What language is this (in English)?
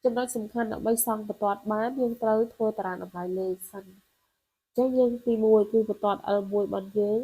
Khmer